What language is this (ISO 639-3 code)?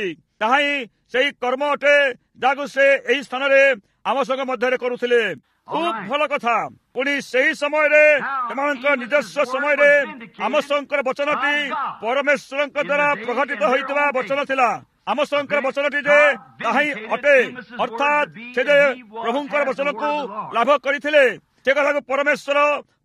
ori